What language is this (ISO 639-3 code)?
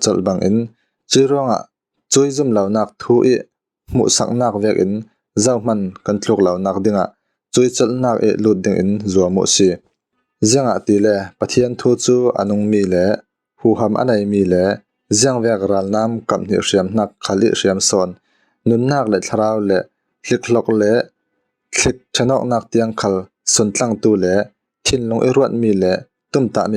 cfm